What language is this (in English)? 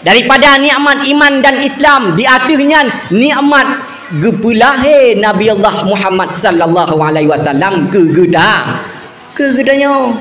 Achinese